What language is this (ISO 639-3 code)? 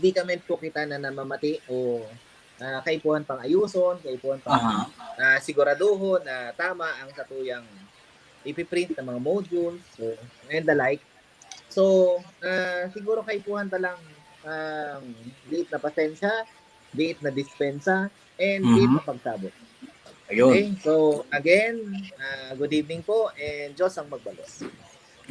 bik